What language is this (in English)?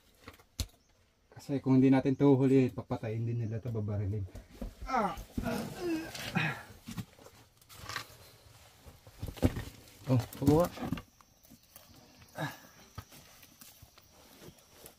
Filipino